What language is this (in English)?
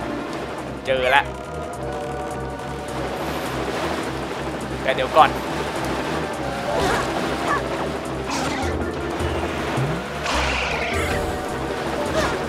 Thai